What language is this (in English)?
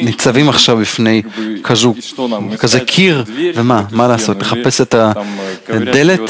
Hebrew